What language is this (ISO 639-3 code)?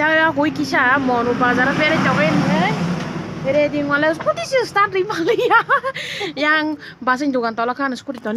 trp